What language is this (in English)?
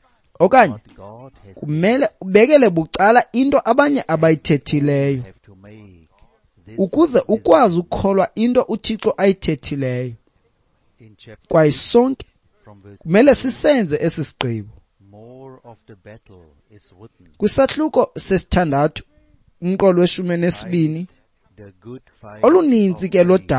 Xhosa